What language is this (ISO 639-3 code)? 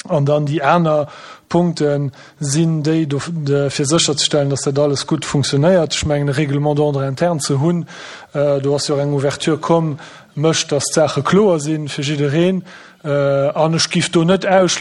ltz